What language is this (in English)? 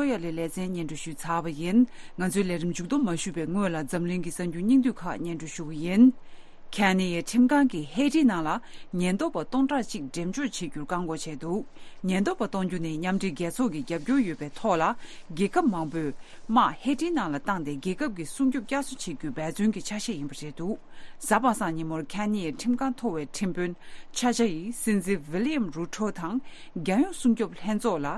Tibetan